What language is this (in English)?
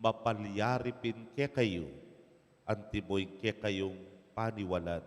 Pampanga